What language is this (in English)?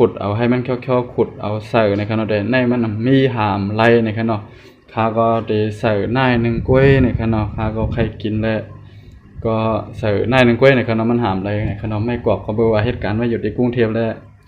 Shan